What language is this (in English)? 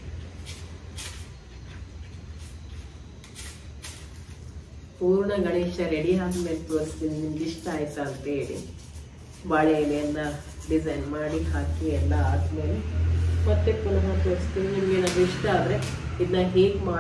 Kannada